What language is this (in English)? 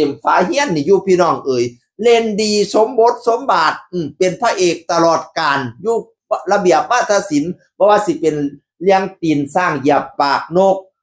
Lao